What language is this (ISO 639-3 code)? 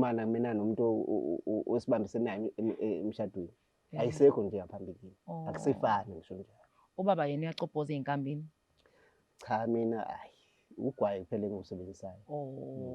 zul